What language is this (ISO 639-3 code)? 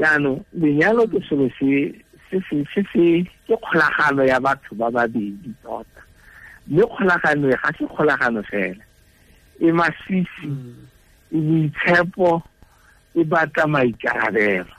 tsn